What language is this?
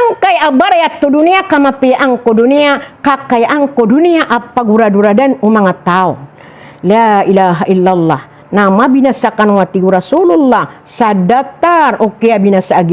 Maranao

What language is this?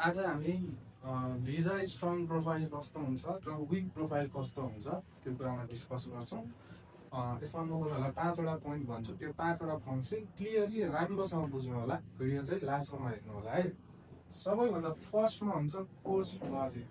Nepali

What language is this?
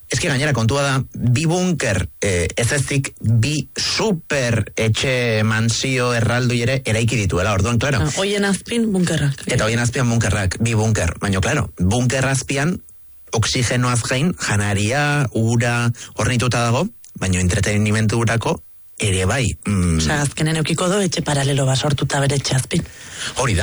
Basque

